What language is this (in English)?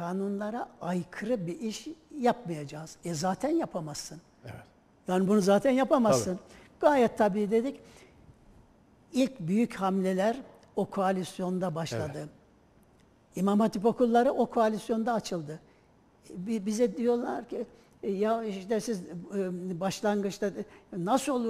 Turkish